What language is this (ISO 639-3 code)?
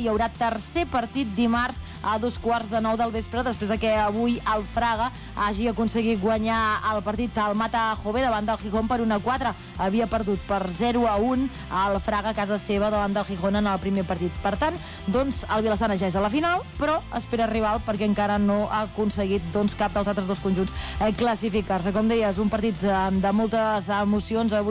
cat